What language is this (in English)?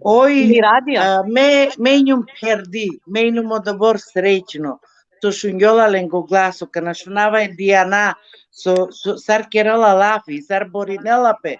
Balkan Romani